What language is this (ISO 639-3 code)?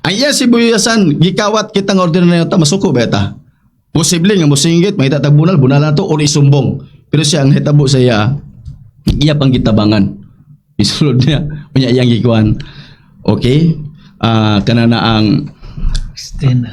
ceb